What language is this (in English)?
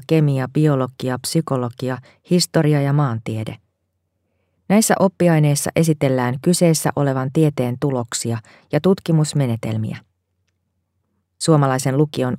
Finnish